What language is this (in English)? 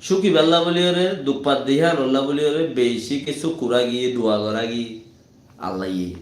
Rohingya